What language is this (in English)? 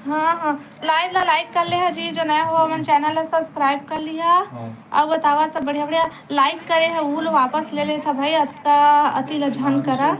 Chhattisgarhi